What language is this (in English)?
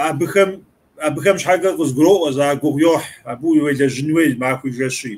Kabardian